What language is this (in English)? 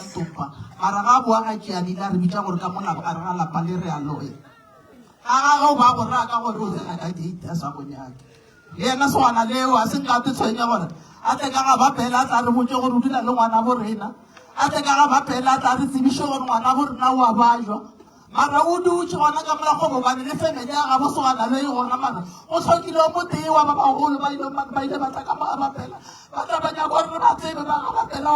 Northern Sotho